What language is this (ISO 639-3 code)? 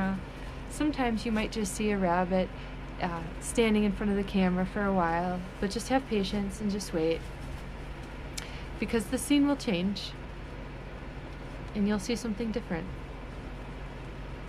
eng